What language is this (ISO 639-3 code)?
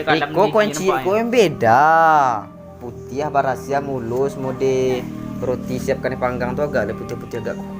min